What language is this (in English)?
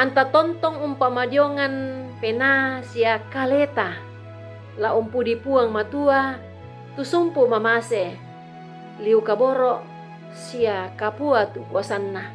Toraja-Sa'dan